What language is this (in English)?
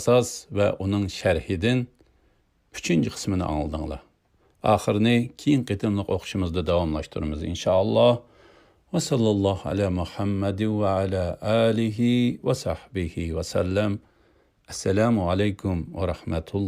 Uyghur